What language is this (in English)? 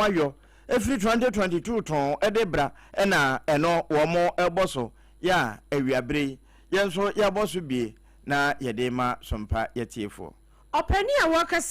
Akan